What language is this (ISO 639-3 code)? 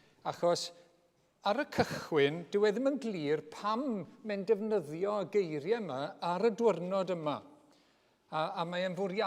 cym